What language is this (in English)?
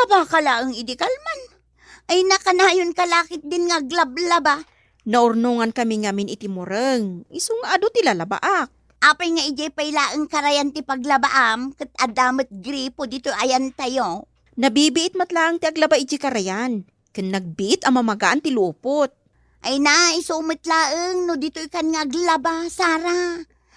Iloko